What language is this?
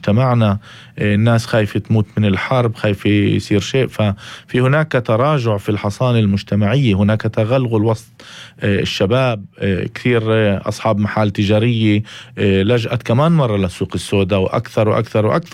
North Levantine Arabic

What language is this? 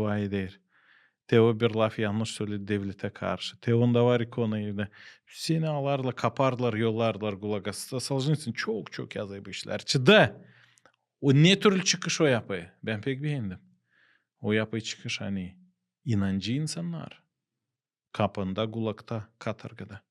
Gagauz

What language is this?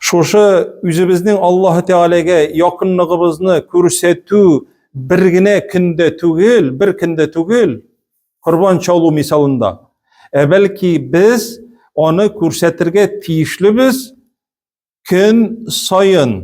Tatar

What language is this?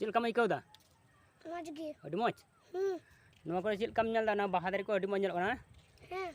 Santali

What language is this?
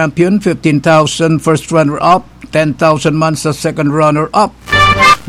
Bikol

